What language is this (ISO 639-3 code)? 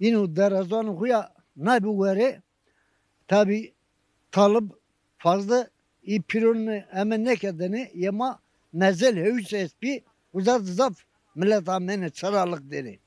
zza